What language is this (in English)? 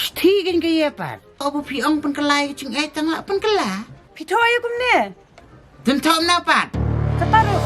Khasi